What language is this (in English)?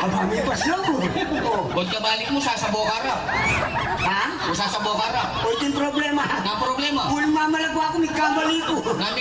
Pampanga